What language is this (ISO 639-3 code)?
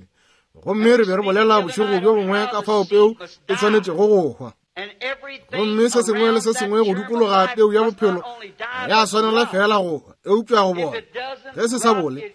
nso